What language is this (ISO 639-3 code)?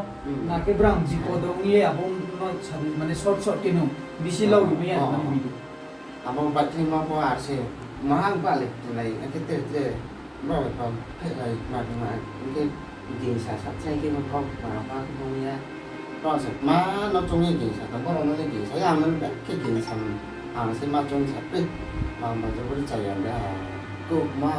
ria